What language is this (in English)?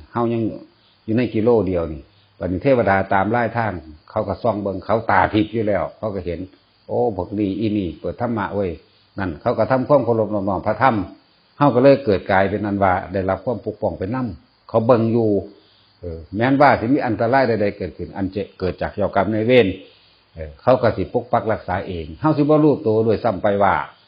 Northeastern Thai